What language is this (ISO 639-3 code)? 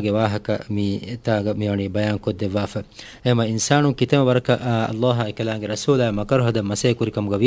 div